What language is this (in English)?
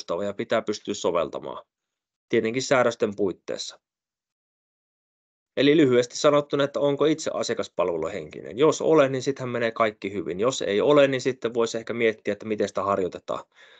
Finnish